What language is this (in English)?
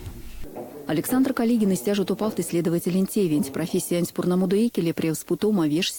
Erzya